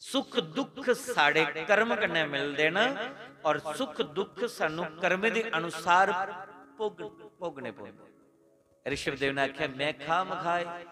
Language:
Dogri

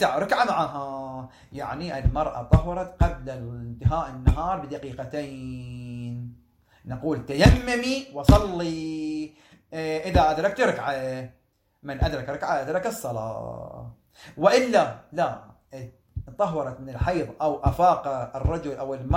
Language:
Arabic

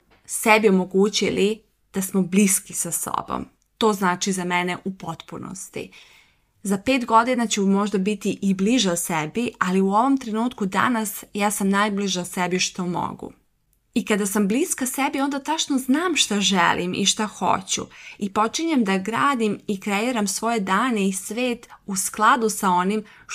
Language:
Serbian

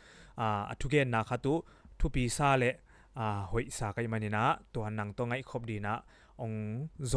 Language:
Tedim Chin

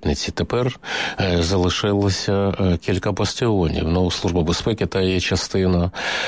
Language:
Ukrainian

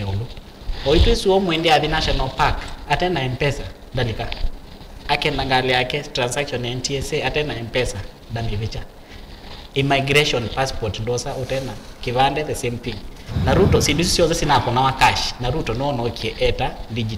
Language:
Kamba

